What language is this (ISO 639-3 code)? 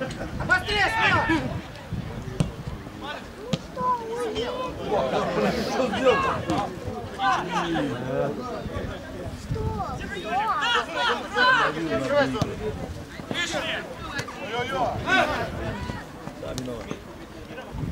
rus